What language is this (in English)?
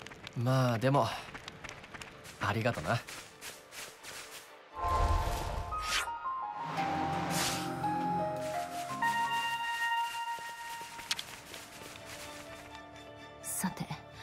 Japanese